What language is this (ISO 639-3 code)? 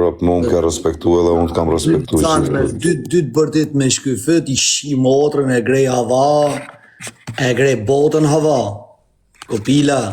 sqi